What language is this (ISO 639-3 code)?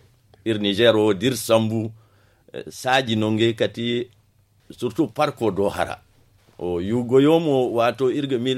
dje